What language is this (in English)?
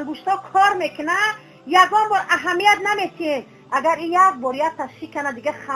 Tajik